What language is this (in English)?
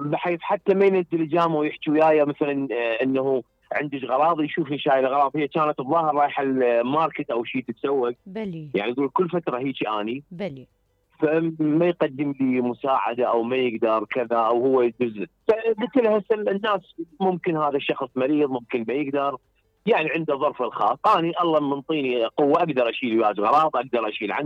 Mesopotamian Arabic